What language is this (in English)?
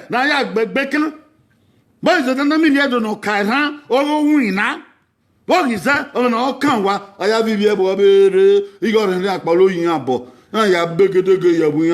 Bini